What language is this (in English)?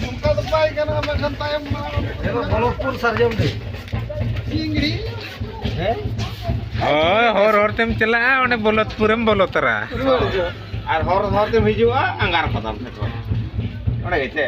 Santali